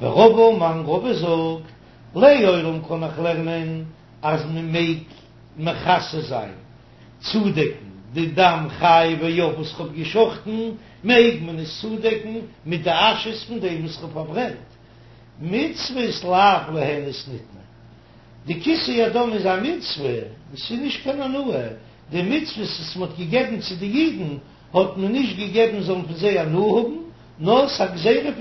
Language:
Yiddish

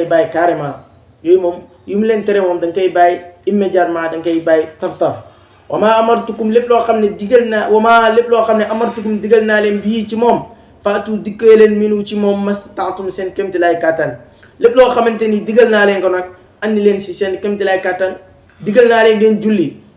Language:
Wolof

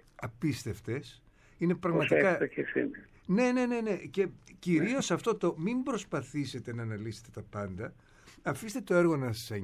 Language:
Greek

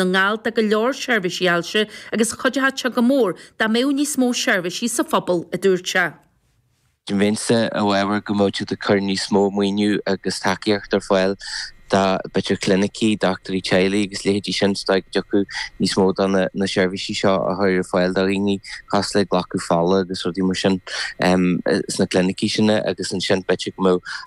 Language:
Irish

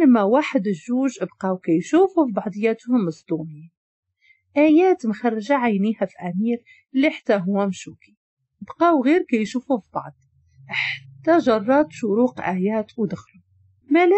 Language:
Moroccan Arabic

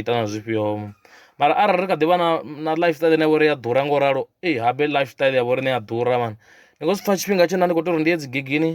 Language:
Venda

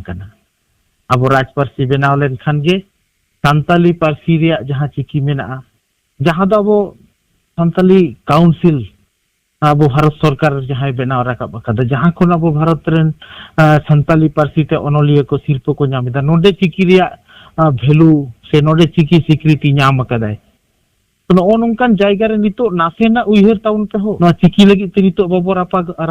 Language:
Santali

